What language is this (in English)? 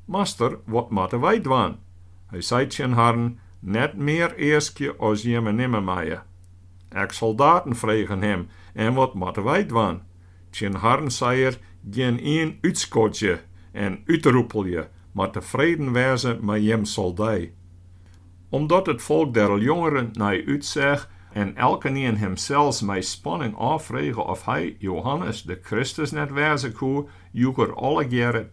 Western Frisian